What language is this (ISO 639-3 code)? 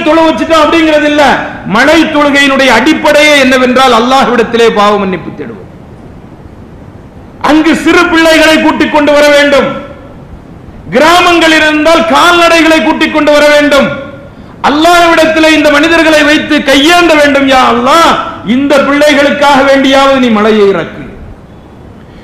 tam